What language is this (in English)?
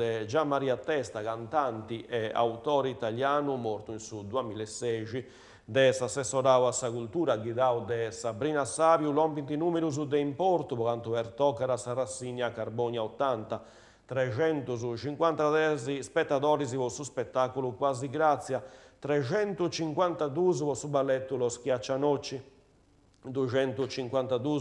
Sardinian